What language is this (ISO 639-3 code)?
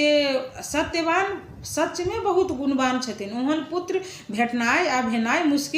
mai